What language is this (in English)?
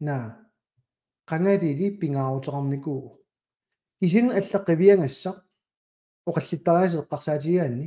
Kalaallisut